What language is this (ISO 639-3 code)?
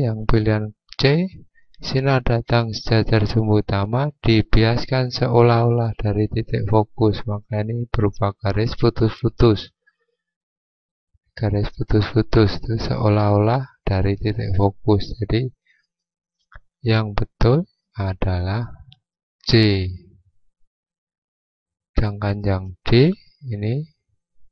ind